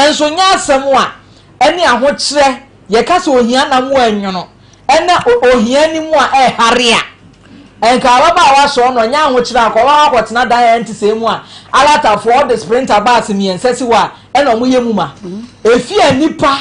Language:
Akan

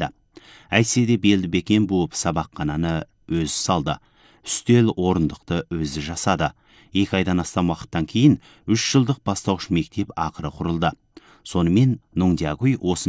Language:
Kazakh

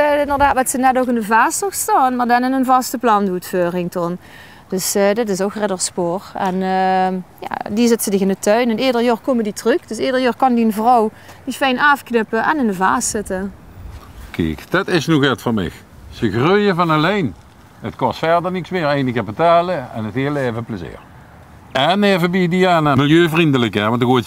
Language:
Limburgish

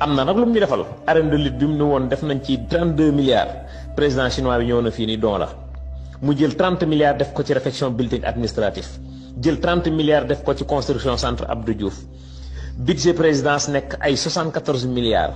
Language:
Wolof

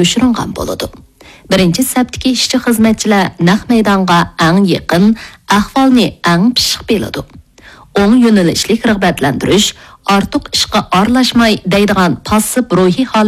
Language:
Uyghur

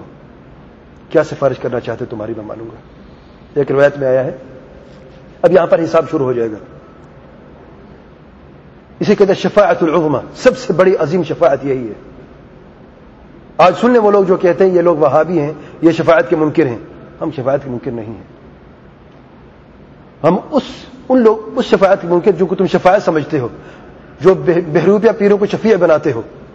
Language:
Urdu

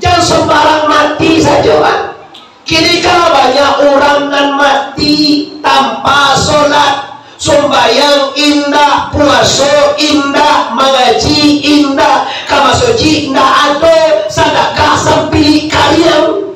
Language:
Minangkabau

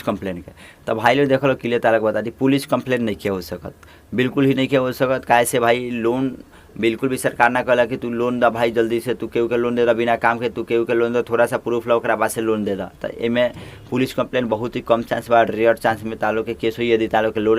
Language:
Bhojpuri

